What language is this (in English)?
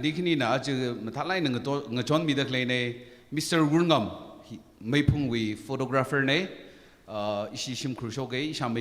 Tangkhul Naga (India)